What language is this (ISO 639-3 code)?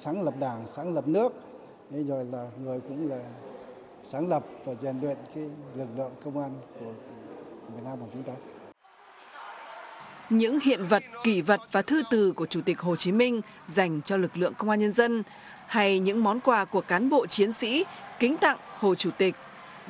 vie